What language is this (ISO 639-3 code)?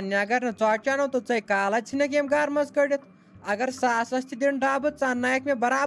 kas